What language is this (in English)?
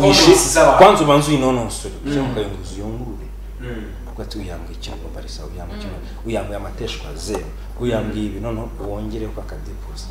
Kinyarwanda